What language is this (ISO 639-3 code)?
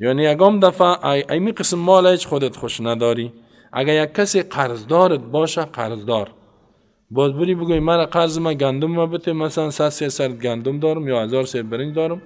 fas